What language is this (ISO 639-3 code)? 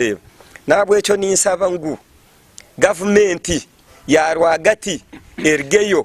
nyn